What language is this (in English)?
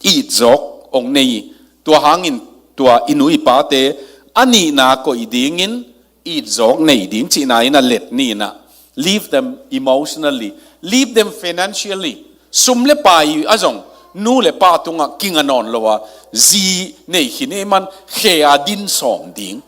Tedim Chin